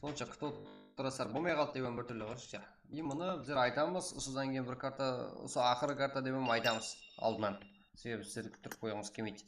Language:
Kara-Kalpak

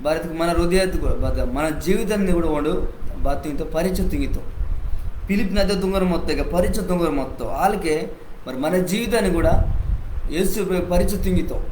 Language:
Koya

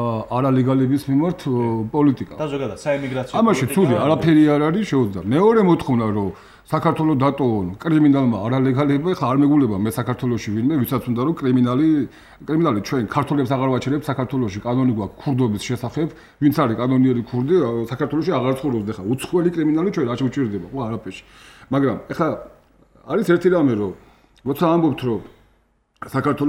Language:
Georgian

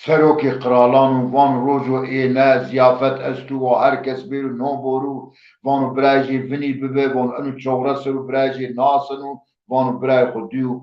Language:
Zaza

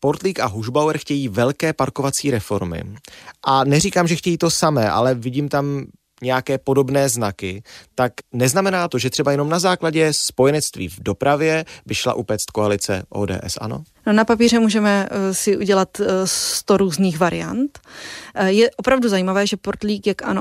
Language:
Czech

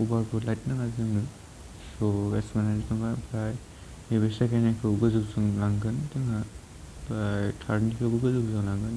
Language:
Bodo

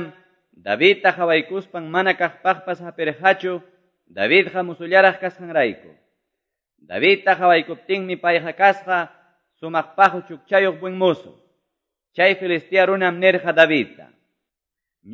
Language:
Quechua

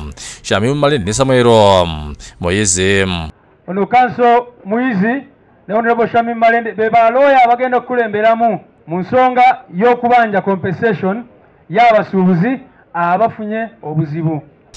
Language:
Ganda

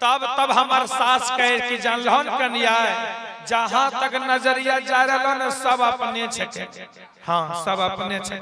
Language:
Magahi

